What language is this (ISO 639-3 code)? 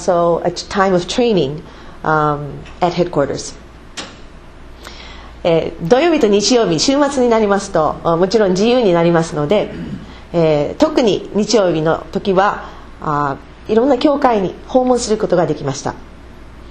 jpn